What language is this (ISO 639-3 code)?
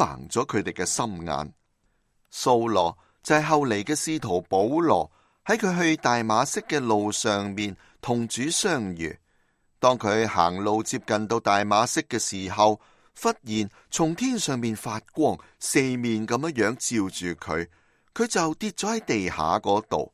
yue